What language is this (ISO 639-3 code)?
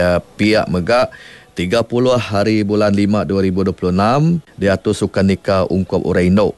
iba